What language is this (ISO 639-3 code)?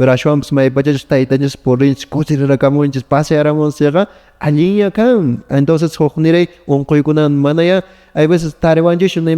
que